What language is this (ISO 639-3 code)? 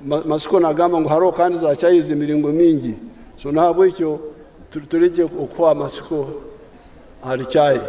nyn